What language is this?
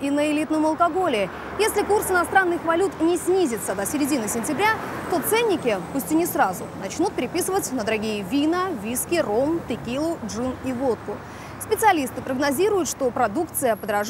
Russian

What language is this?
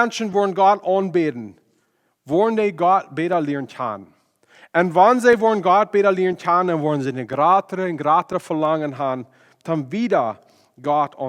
Plautdietsch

